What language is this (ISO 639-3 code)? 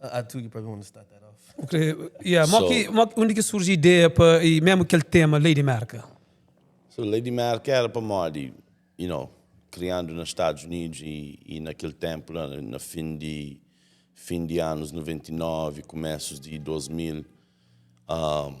kea